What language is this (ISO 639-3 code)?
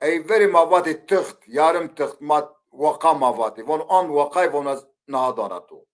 zza